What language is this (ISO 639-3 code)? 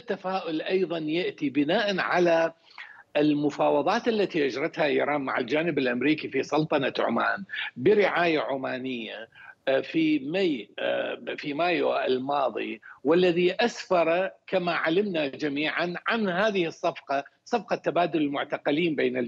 ara